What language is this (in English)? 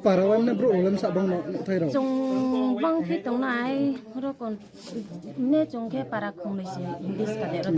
Riang (India)